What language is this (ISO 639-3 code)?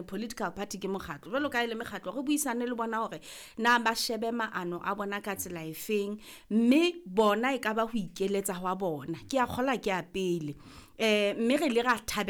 sot